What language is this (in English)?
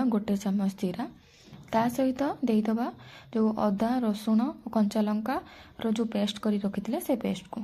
Odia